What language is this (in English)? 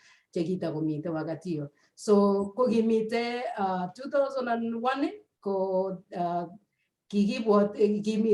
Kalenjin